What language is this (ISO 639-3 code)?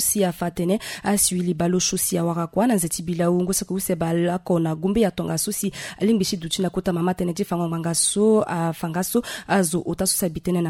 sag